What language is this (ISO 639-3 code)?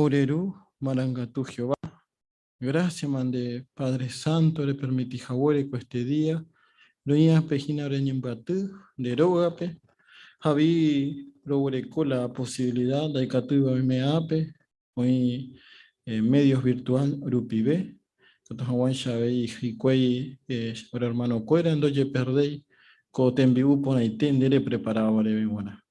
grn